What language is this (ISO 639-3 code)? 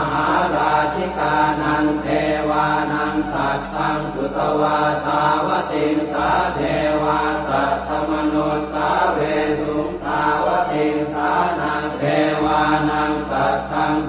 pli